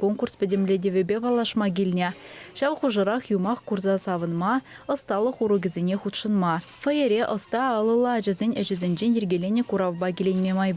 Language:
Chuvash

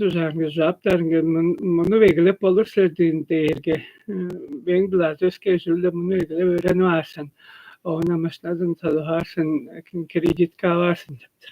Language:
Tuvinian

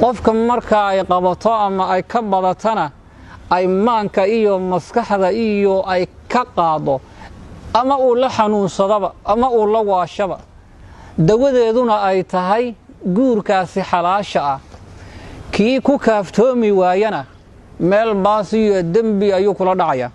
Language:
Somali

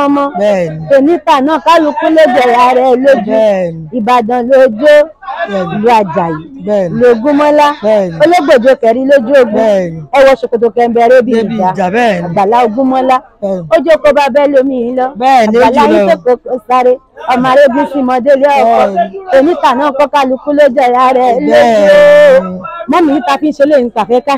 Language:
Yoruba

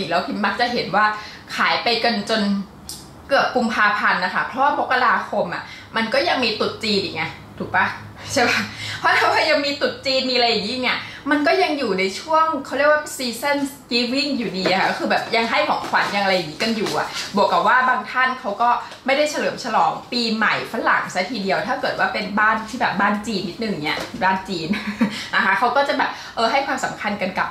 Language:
Thai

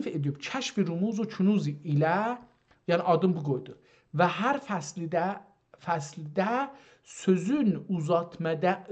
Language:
South Azerbaijani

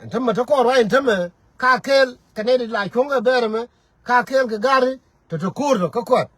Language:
Nuer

